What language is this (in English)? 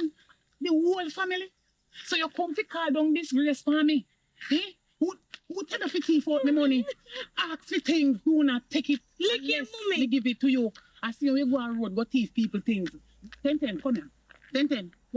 Jamaican Creole English